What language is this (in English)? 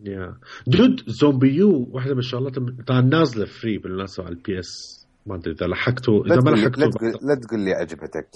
Mesopotamian Arabic